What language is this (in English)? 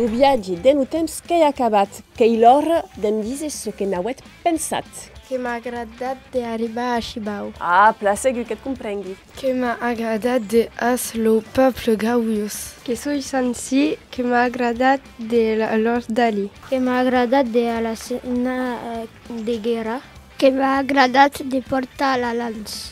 Occitan